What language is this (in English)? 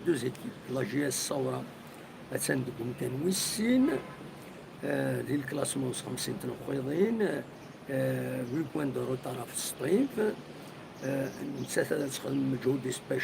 Kabyle